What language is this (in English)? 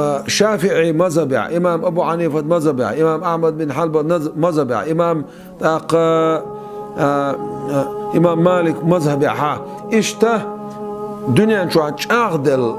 Chechen